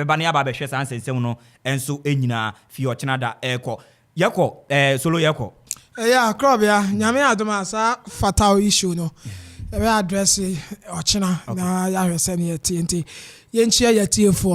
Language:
Akan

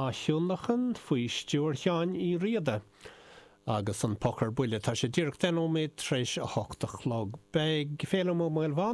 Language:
Irish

